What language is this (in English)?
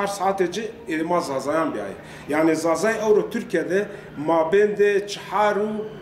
Zaza